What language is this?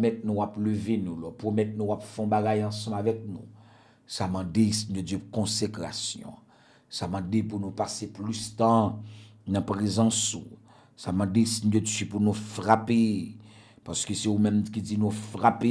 French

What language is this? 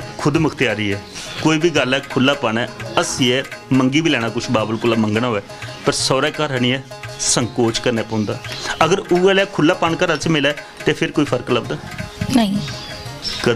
Dogri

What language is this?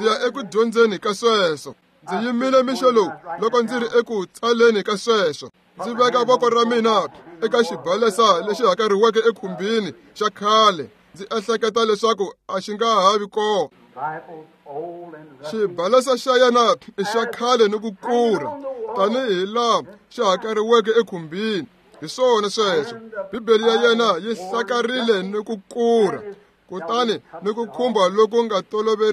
Tsonga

